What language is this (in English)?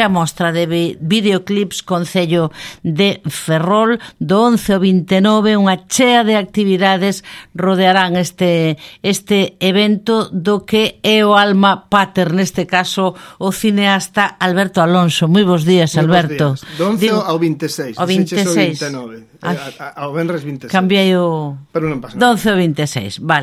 Galician